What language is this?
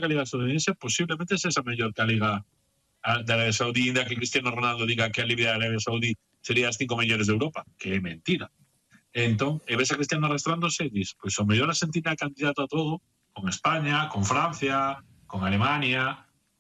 Galician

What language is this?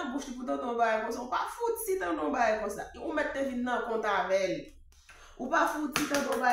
Haitian Creole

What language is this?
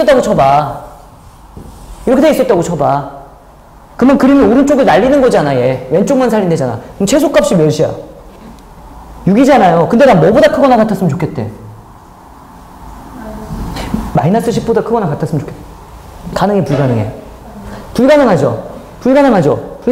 Korean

